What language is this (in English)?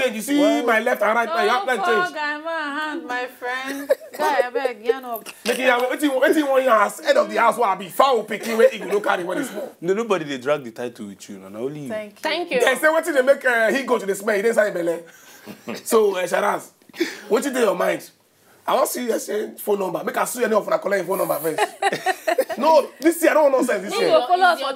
Nigerian Pidgin